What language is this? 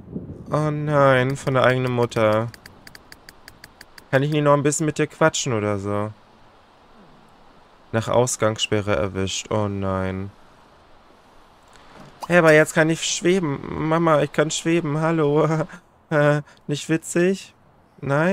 German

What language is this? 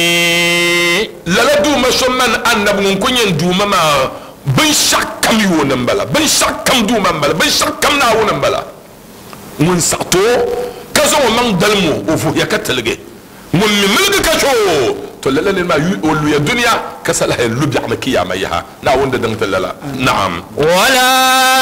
Dagbani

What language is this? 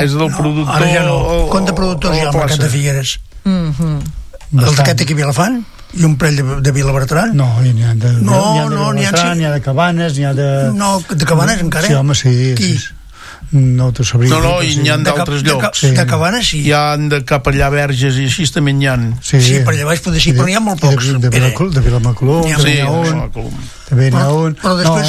Catalan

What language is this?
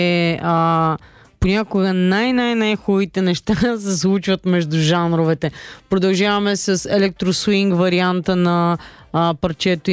Bulgarian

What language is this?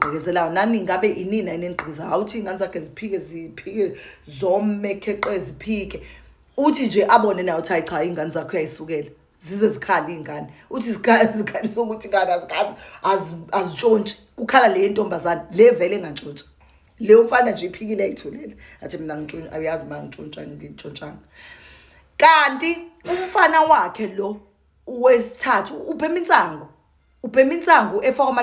Zulu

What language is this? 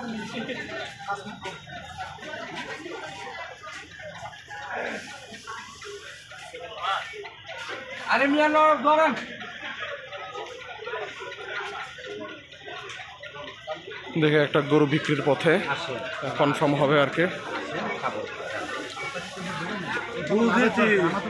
Bangla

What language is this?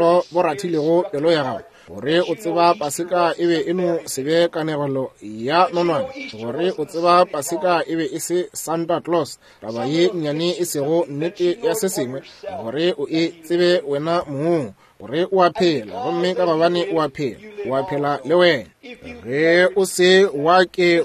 Northern Sotho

